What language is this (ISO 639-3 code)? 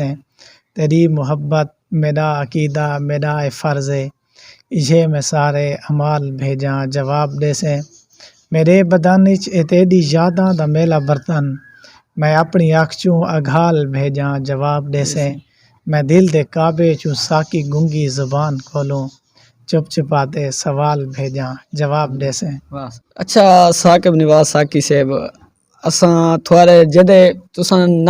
skr